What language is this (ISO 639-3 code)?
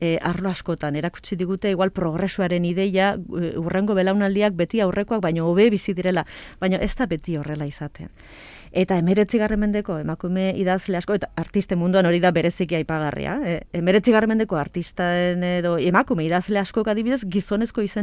eus